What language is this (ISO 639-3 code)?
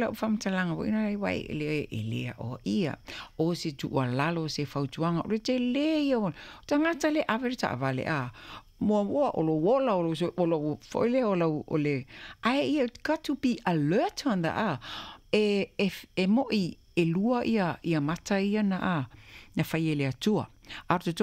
smo